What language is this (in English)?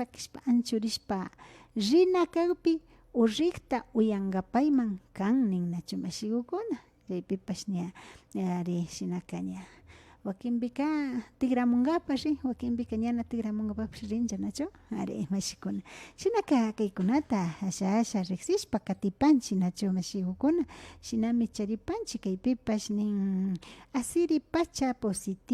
Imbabura Highland Quichua